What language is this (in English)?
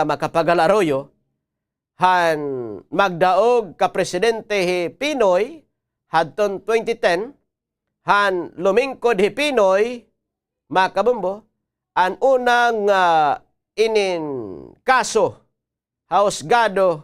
Waray